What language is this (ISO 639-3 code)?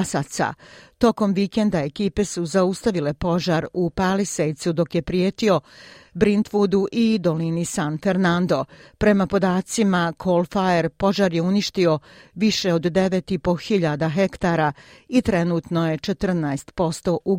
hrv